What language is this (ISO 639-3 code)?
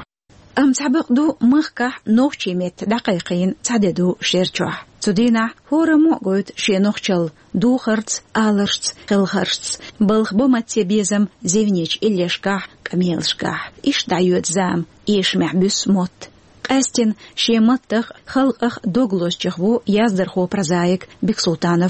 che